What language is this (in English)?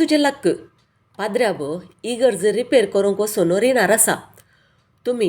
Konkani